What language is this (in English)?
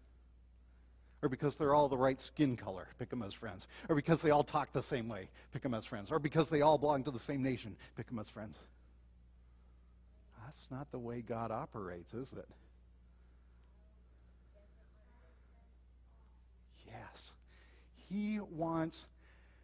English